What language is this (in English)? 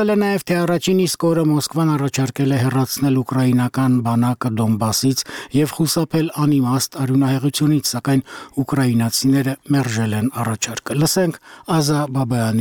Armenian